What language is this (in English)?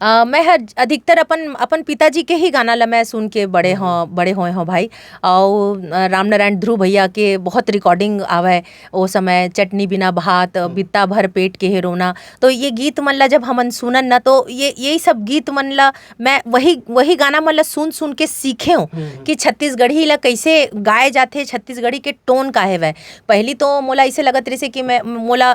Chhattisgarhi